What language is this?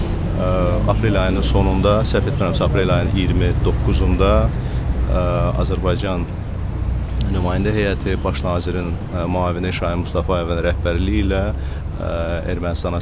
Azerbaijani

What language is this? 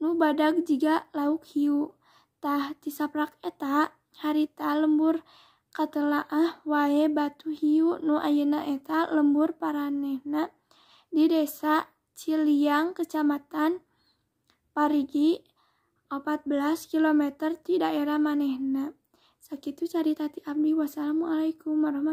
Sundanese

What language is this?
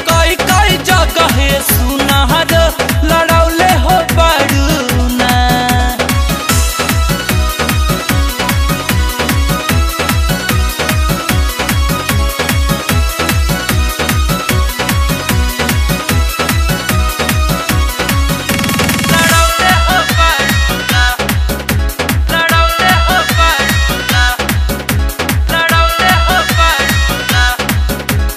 Bhojpuri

